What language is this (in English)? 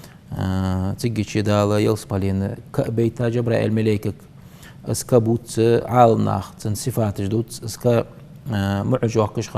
Ingush